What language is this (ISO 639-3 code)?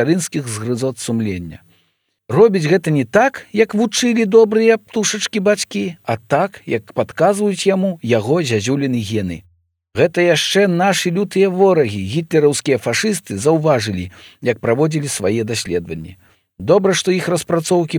bel